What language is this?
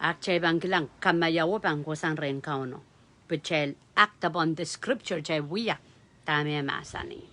Pohnpeian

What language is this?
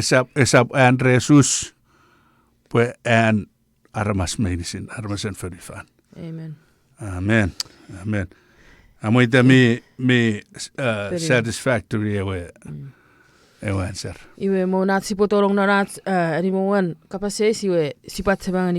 Chuukese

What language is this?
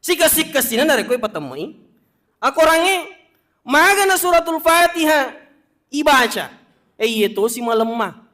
Buginese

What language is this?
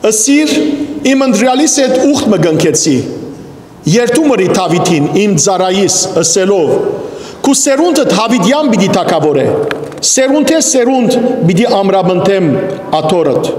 Western Armenian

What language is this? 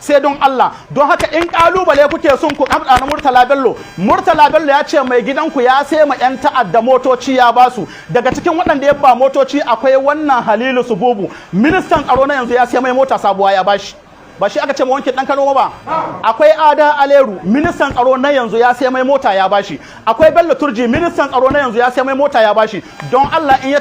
Hausa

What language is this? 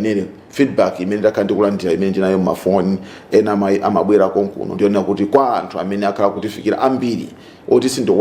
Nyanja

